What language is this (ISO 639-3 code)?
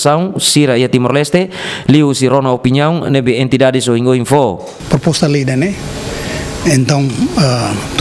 tet